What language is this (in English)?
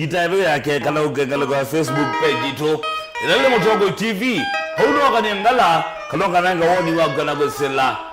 Kamba